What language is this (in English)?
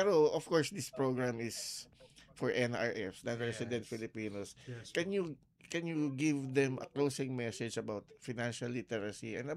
Filipino